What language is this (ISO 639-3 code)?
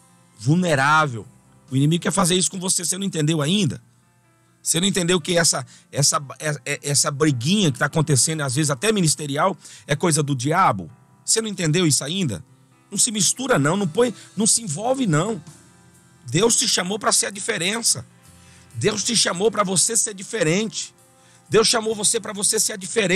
por